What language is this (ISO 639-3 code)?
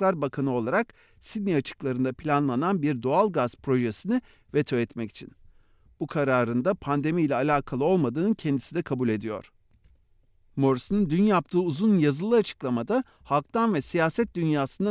tur